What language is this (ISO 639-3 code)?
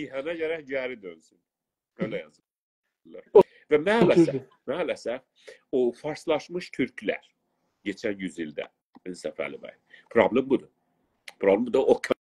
azb